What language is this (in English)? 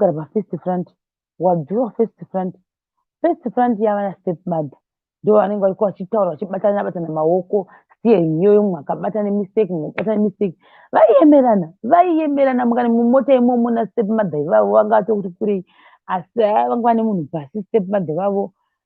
Shona